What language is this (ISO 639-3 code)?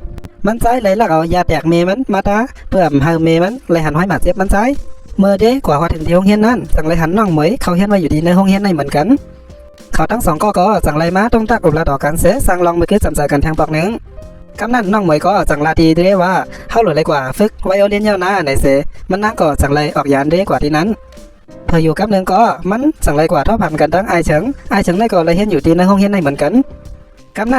shn